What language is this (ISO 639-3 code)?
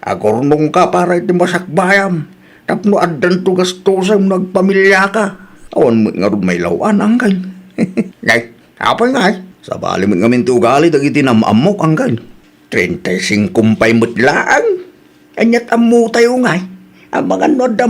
ilo